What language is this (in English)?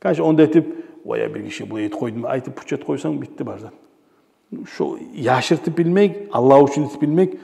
Kumyk